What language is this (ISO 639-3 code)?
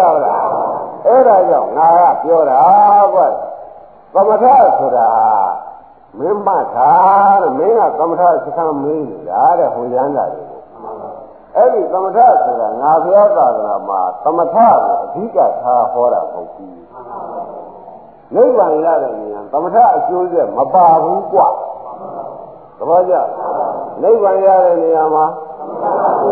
mya